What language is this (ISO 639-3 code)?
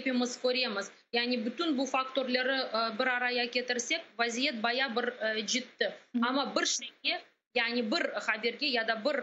crh